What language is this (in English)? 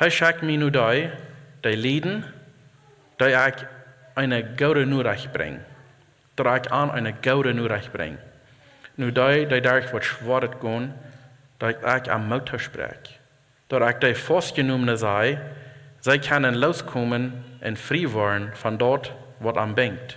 Plautdietsch